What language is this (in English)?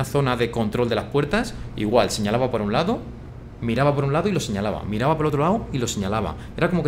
Spanish